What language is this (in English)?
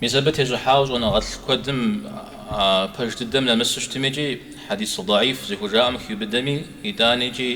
Kabardian